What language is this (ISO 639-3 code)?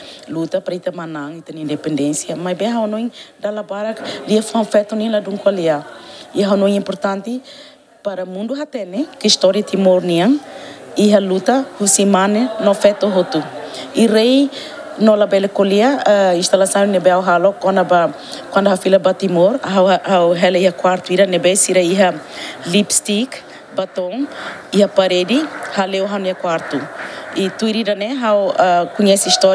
tet